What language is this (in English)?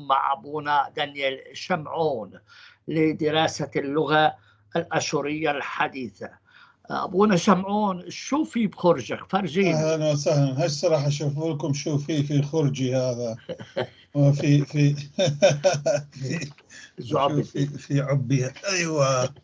North Levantine Arabic